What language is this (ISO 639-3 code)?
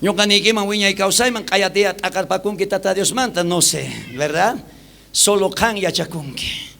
quh